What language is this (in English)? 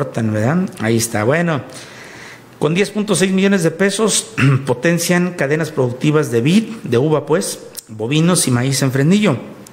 Spanish